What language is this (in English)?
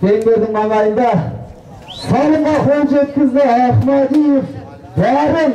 Kazakh